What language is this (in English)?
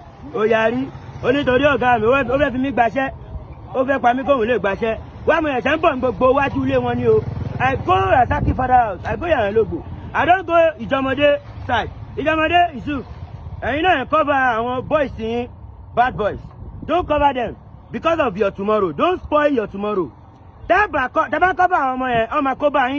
Yoruba